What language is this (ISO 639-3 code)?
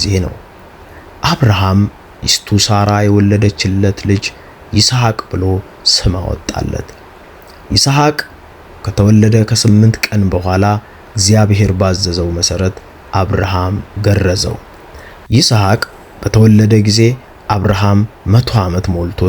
amh